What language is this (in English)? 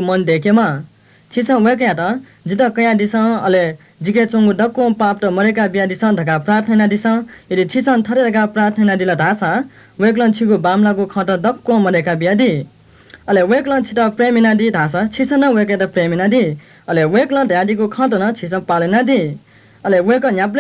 Newari